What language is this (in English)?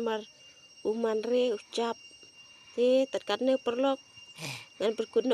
Khasi